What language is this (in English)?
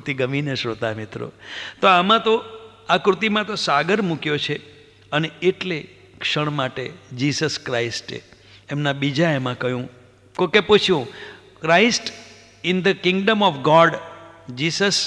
Gujarati